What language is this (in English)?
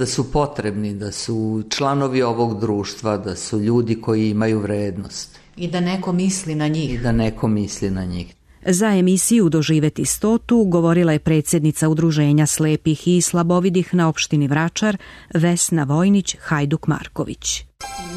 Serbian